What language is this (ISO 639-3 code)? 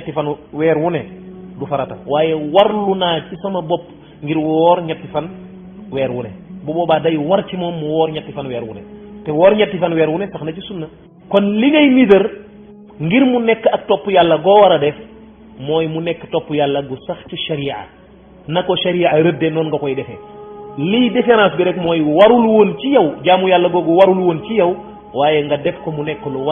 wol